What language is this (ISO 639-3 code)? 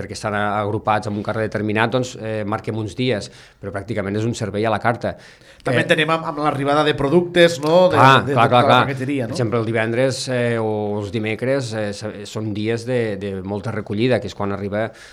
cat